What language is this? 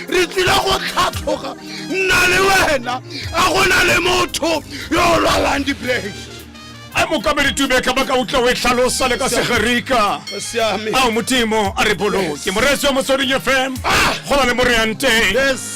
Tswana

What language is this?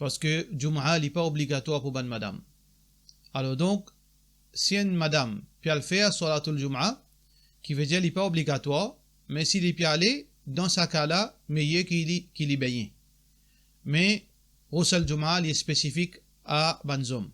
Morisyen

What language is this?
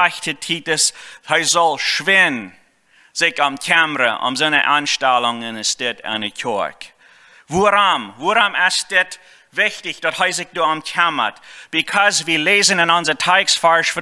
Plautdietsch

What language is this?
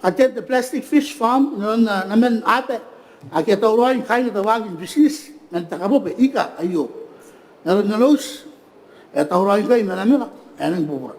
Gilbertese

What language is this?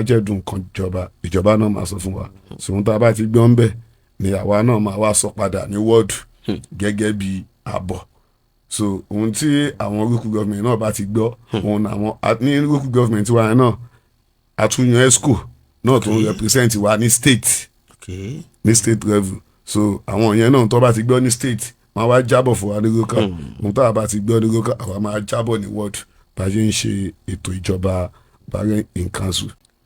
Yoruba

